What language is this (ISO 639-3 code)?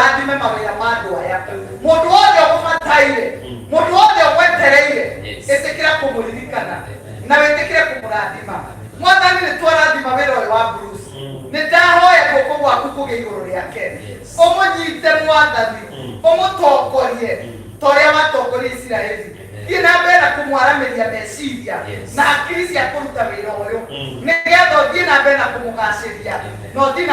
kik